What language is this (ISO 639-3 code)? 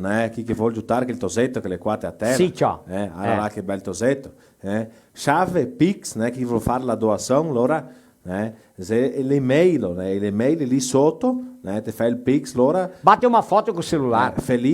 vec